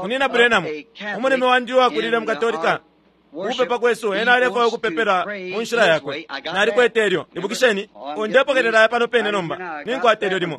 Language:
Bemba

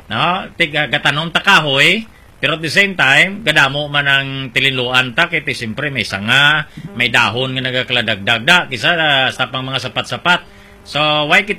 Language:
Hiligaynon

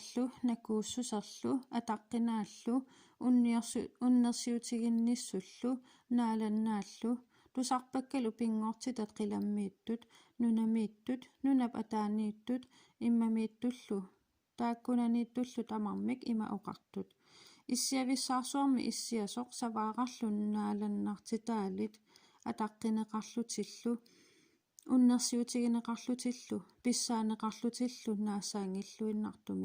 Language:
Kalaallisut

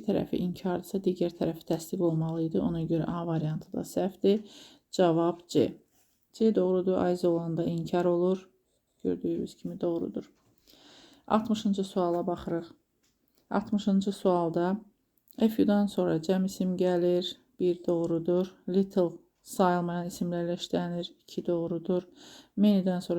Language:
Azerbaijani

